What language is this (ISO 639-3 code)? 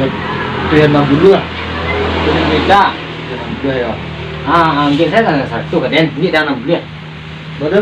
min